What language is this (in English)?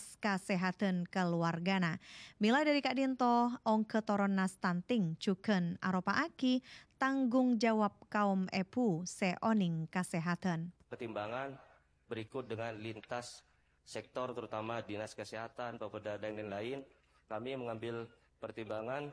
Madurese